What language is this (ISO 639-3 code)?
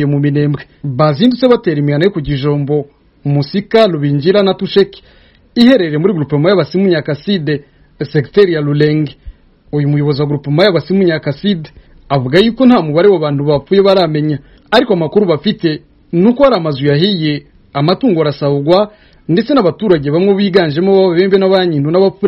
kin